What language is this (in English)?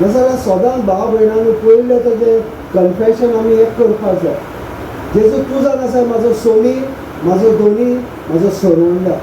Konkani